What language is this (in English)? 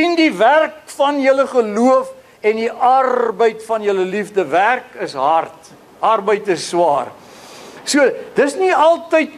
Afrikaans